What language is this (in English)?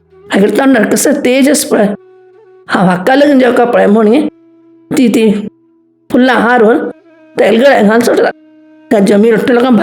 Konkani